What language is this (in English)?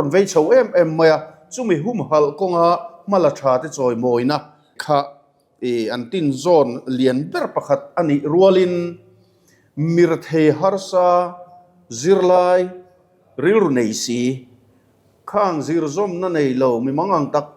Mizo